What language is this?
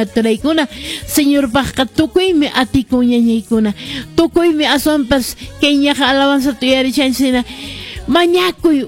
Quechua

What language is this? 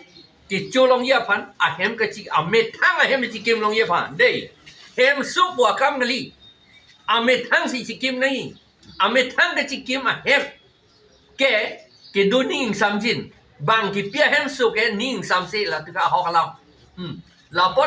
Karbi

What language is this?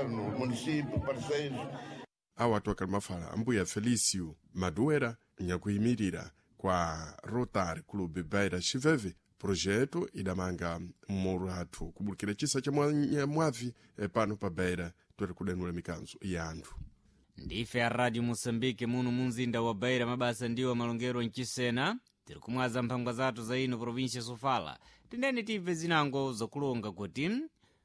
Sena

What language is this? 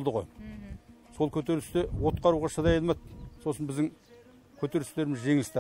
Kazakh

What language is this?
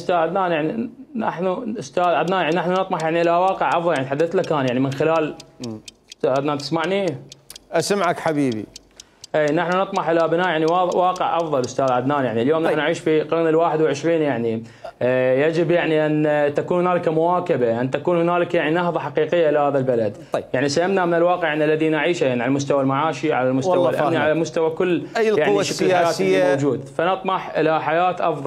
Mesopotamian Arabic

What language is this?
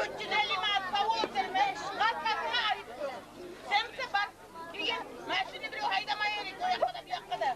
Kumyk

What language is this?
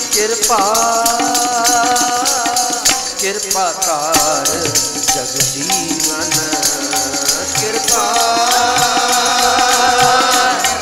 Punjabi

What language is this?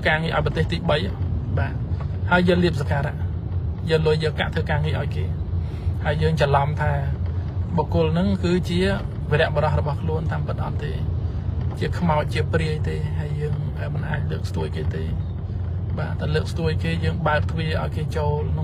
Khmer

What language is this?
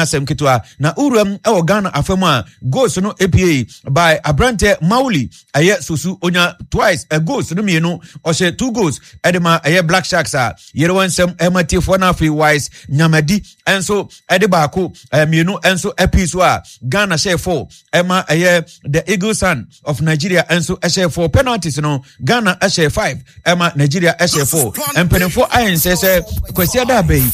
Akan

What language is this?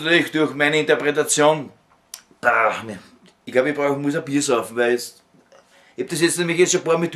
Bavarian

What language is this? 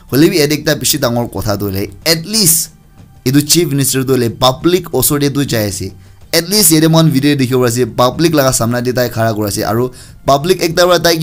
Naga Pidgin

